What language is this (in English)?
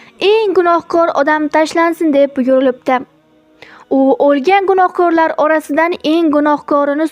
Uzbek